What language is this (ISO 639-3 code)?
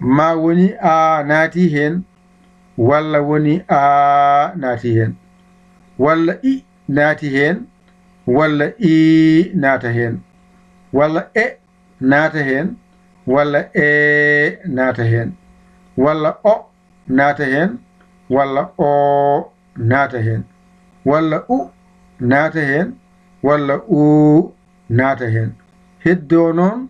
ful